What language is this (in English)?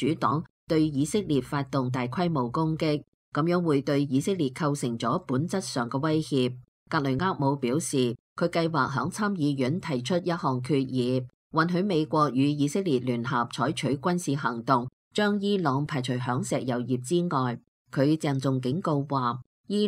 Cantonese